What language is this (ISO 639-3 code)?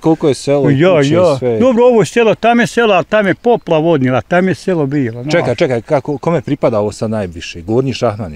bos